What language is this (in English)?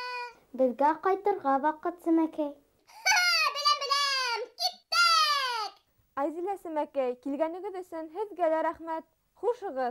Bashkir